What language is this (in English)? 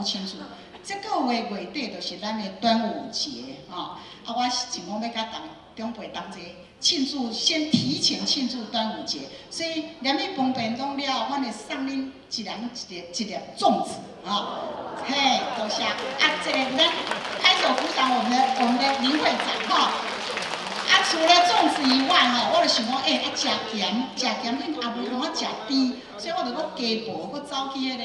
Min Nan Chinese